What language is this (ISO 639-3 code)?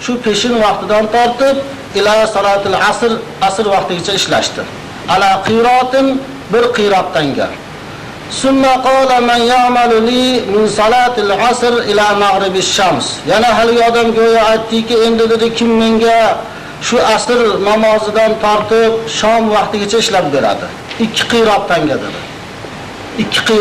uig